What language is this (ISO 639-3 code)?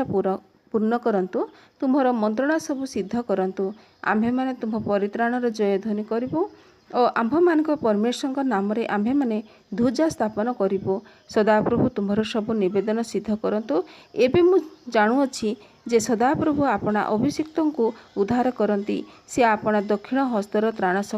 ori